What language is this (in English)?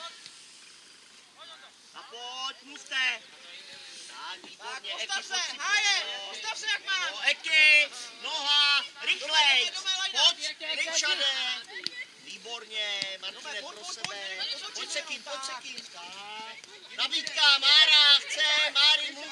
Czech